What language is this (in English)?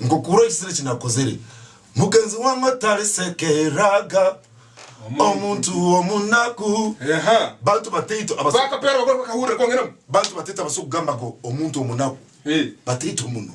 Tooro